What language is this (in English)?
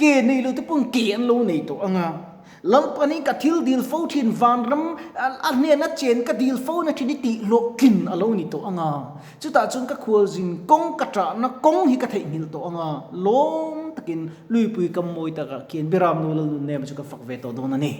Mizo